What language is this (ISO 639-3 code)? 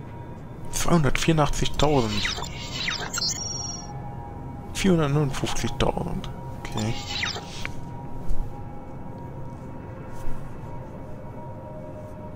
deu